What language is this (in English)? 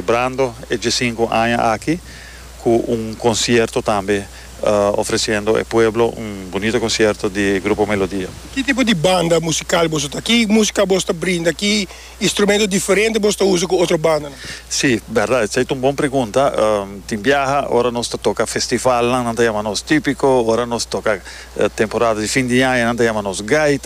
Papiamento